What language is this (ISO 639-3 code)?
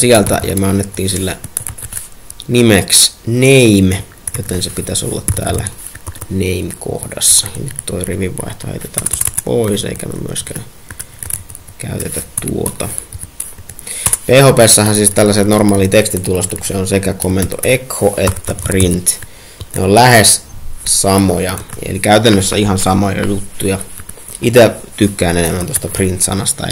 fin